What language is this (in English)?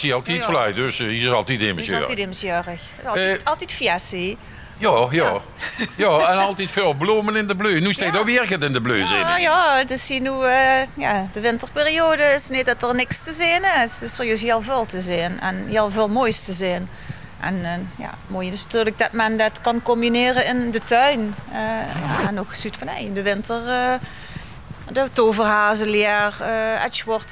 Limburgish